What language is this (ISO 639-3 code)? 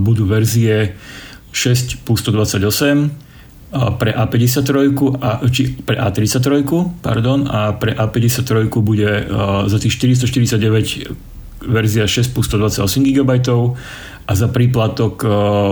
slk